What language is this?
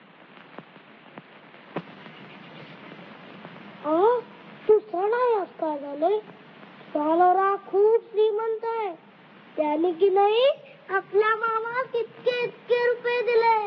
Marathi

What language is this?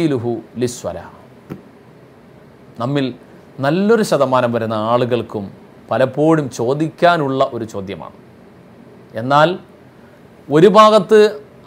Malayalam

